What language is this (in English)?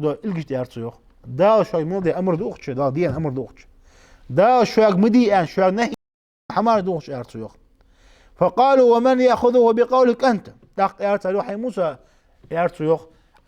Ingush